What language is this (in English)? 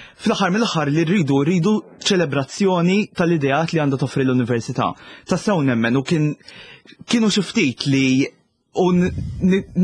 Maltese